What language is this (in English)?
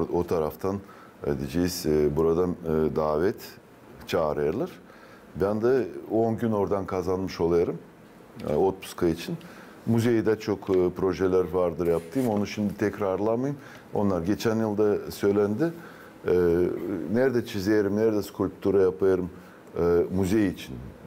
Gagauz